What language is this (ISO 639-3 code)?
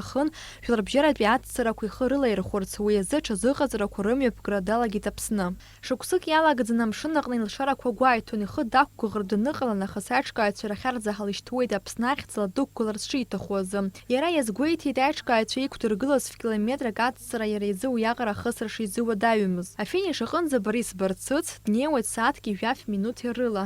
abk